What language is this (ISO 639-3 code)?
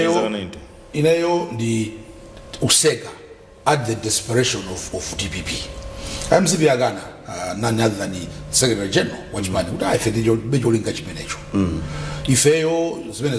nya